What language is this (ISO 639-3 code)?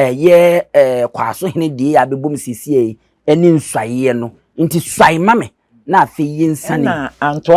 aka